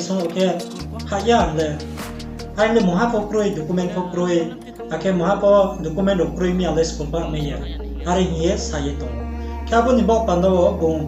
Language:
Riang (India)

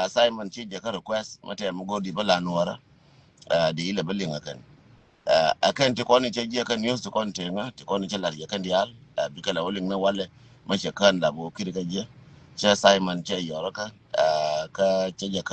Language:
Nuer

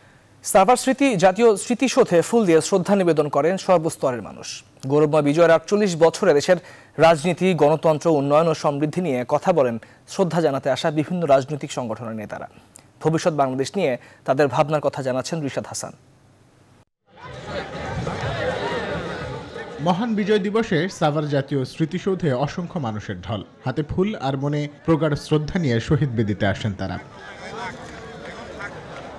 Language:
Bangla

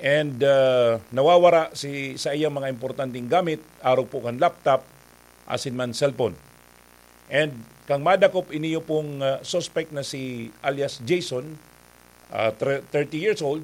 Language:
Bikol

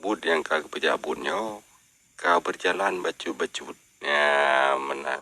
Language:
Achinese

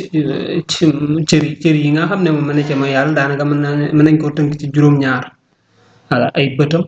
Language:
Wolof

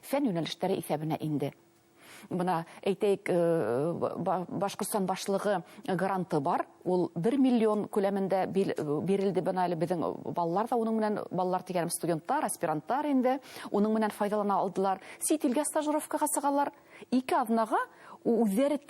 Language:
Bashkir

